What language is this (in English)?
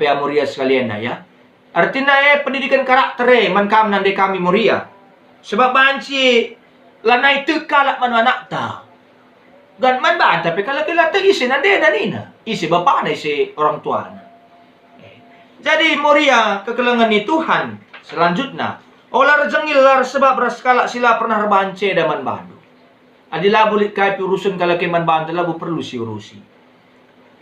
Batak Karo